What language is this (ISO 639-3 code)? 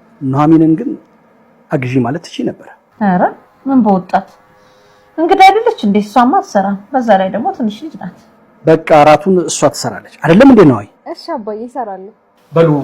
amh